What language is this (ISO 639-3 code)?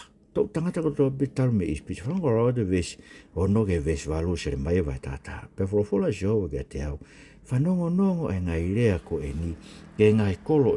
ton